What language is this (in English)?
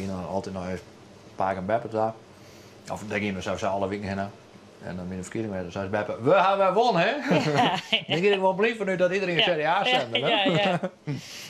Western Frisian